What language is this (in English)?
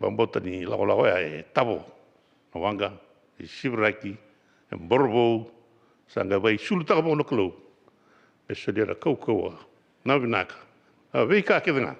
Fijian